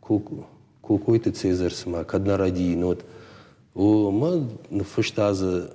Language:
Ossetic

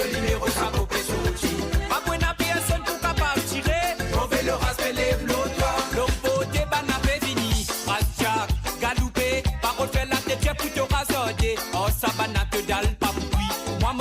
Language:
Morisyen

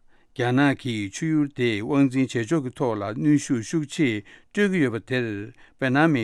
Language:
Tibetan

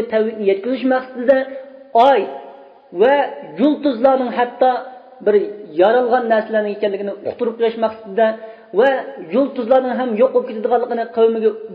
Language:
Uyghur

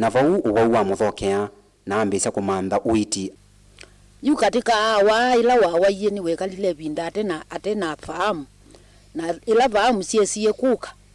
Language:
Kamba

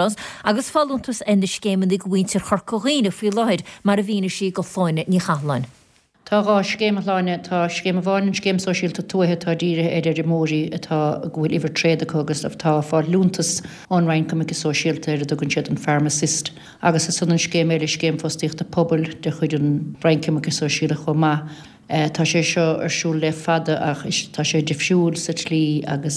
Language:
Irish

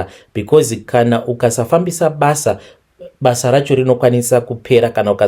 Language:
Shona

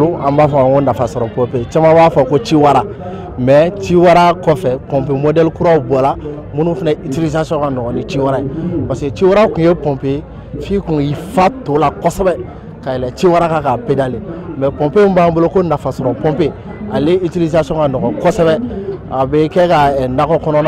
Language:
Bambara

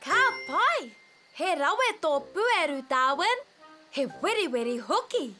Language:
Māori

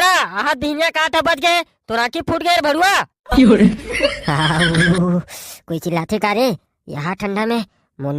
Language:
Chhattisgarhi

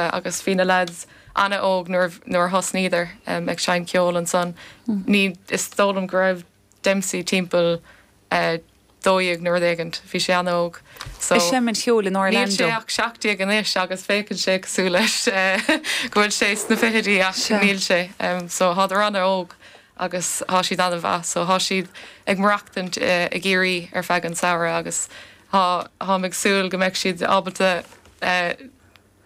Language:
Irish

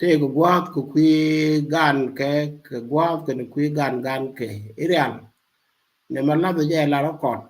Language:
Nuer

